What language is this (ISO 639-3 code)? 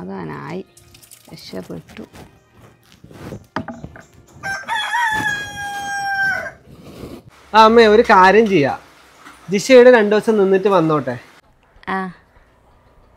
mal